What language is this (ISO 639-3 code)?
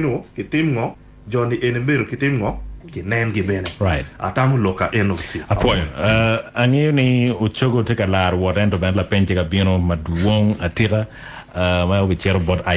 ach